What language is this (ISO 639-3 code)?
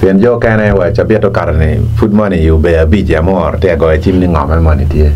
ach